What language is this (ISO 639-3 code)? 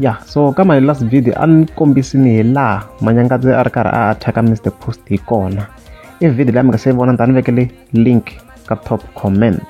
tso